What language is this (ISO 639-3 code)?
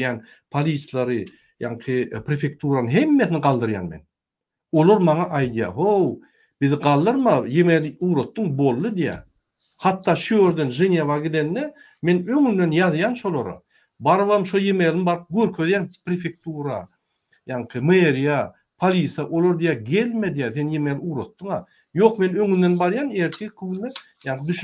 tuk